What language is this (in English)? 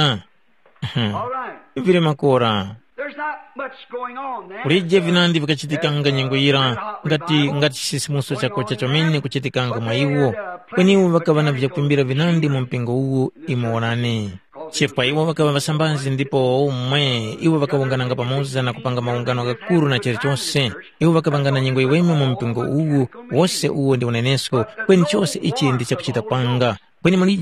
Tumbuka